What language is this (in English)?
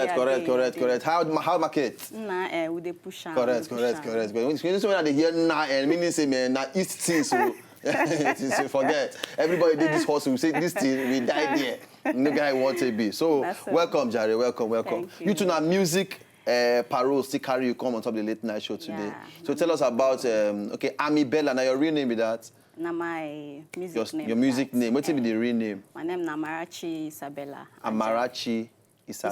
Nigerian Pidgin